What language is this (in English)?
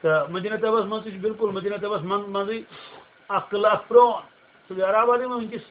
Kashmiri